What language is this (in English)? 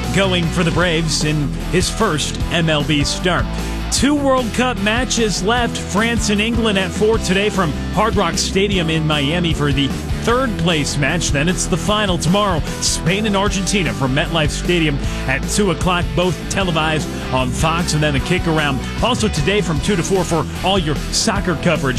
English